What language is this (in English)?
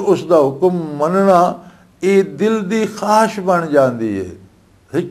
Western Panjabi